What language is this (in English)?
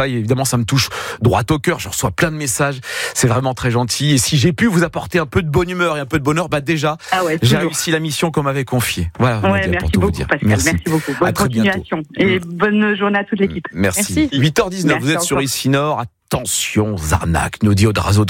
French